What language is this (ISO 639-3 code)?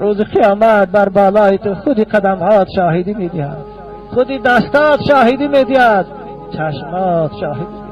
tgk